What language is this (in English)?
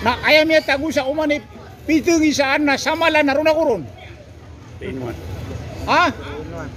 Maranao